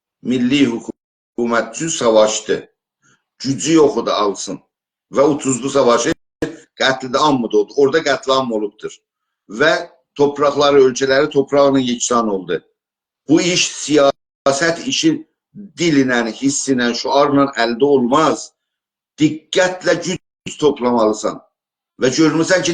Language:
South Azerbaijani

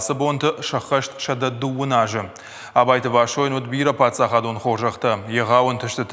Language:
Ossetic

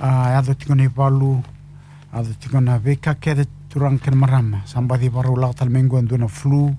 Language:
Fijian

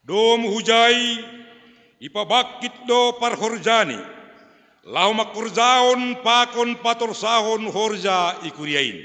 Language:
Batak Simalungun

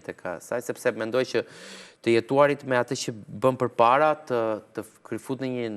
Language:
Albanian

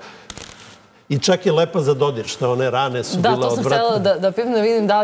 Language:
Serbian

